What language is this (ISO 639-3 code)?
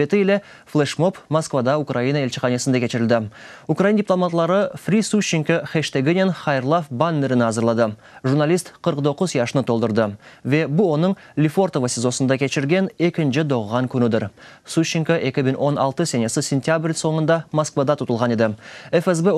crh